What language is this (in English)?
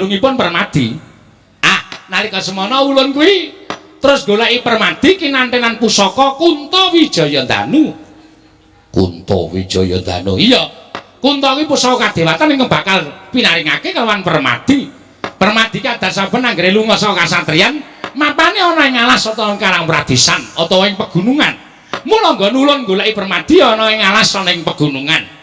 Javanese